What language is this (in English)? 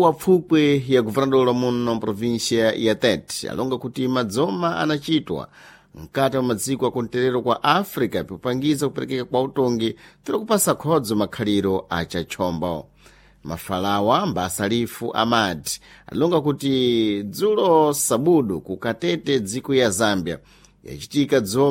Sena